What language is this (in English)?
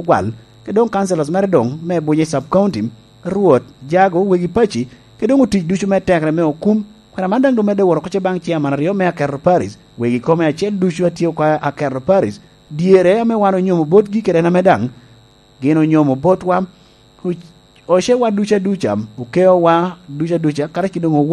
Lango (Uganda)